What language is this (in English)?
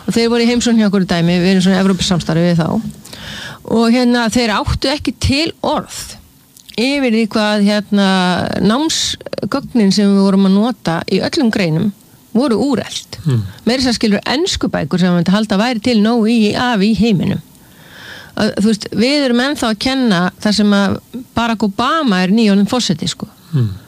Icelandic